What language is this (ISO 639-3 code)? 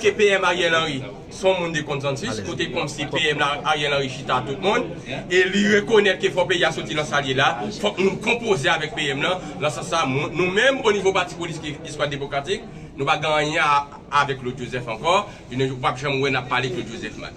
hat